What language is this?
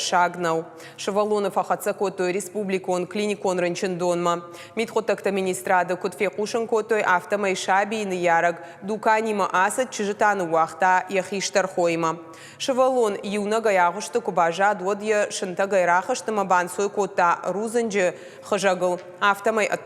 Ossetic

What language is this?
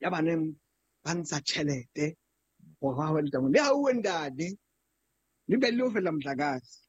Southern Sotho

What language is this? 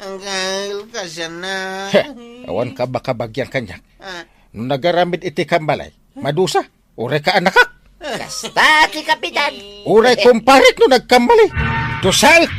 Iloko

